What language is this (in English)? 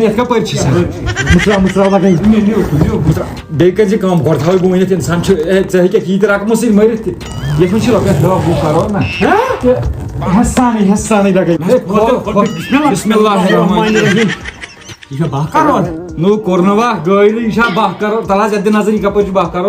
Kashmiri